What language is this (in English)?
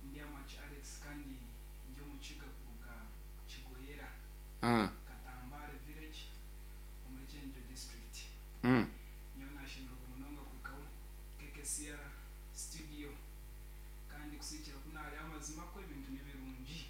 Nyankole